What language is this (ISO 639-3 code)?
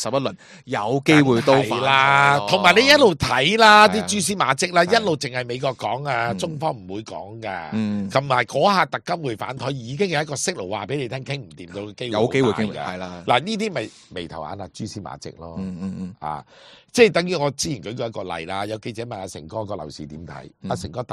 yue